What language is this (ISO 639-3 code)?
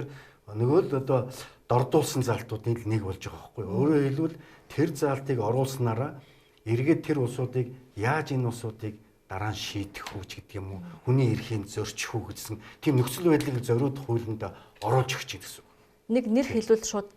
mon